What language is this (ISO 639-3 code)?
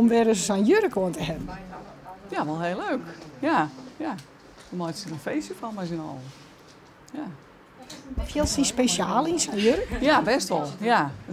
fry